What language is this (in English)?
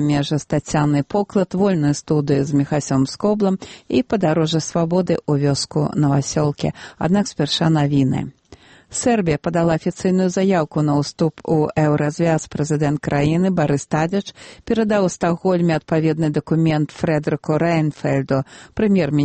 Belarusian